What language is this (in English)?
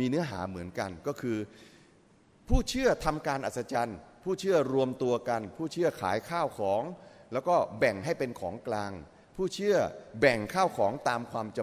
Thai